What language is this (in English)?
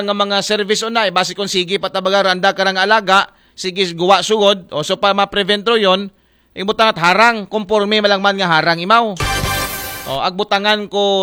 Aklanon